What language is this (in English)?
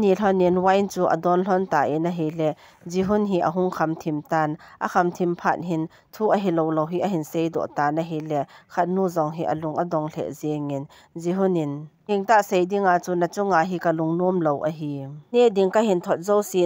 Thado Chin